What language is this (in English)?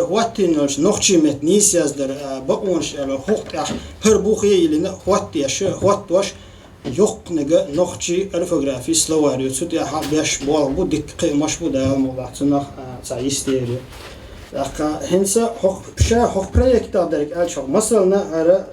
Chechen